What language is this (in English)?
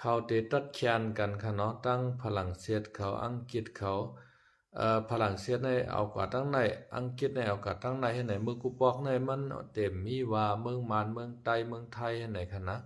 Shan